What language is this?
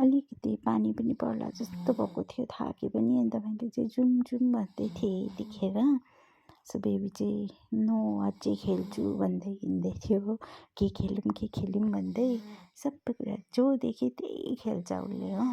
Nepali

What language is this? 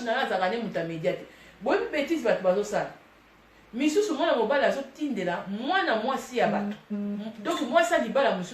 Lingala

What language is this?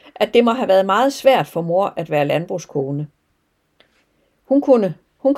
Danish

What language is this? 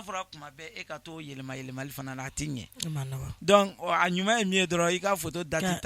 Bambara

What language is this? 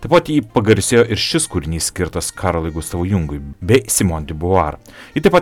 Lithuanian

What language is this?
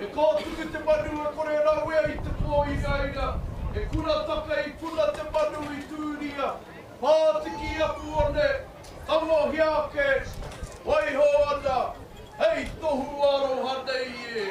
Māori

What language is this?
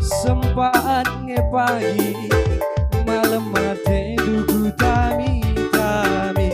Batak Karo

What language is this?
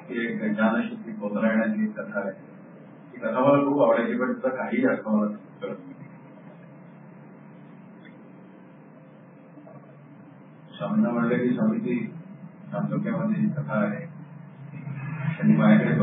Marathi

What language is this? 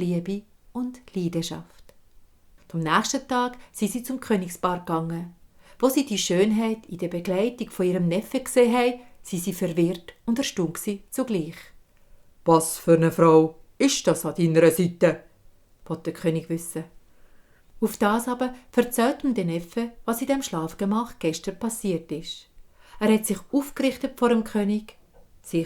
Swiss German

